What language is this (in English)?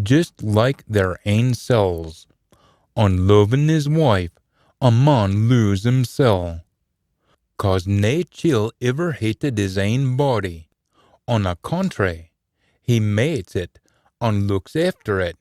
Scots